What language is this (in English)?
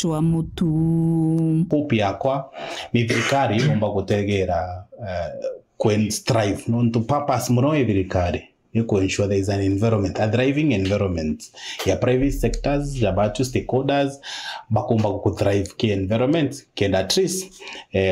Meru